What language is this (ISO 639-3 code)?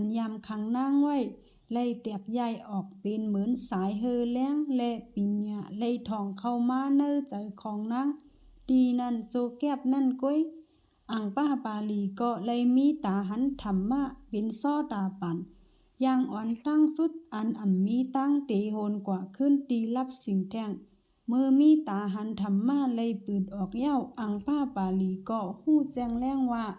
shn